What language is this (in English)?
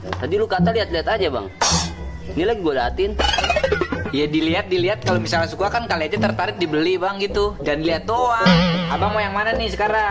Betawi